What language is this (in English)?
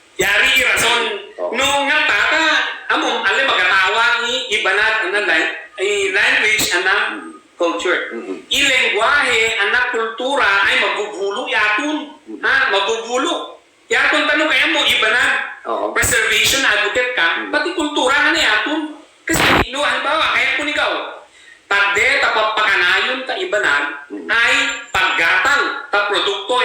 Ibanag